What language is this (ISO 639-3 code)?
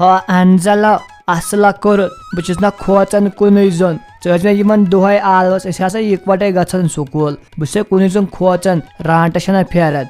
kas